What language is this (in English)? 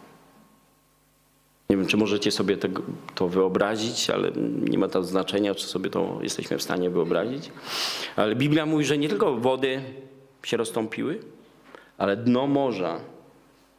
Polish